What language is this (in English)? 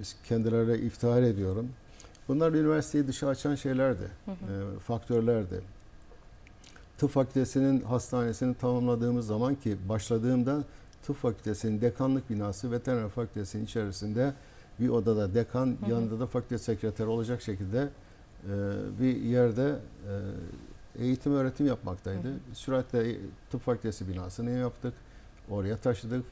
Turkish